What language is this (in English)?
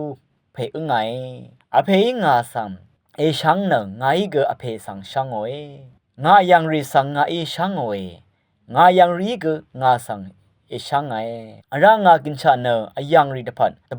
Rawang